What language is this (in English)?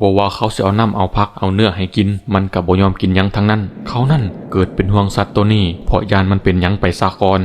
Northeastern Thai